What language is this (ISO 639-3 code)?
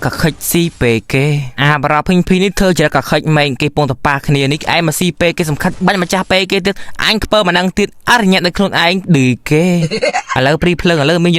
khm